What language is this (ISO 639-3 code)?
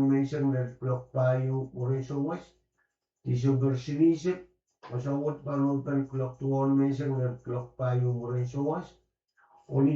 pon